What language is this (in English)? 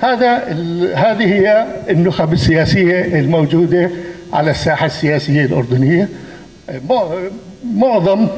North Levantine Arabic